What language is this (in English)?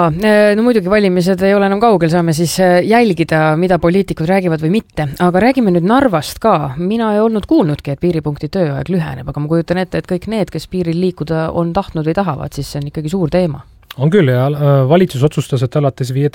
Estonian